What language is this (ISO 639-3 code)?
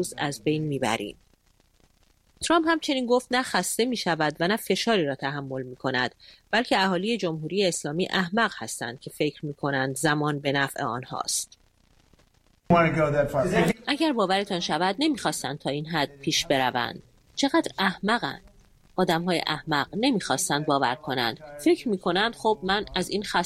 fas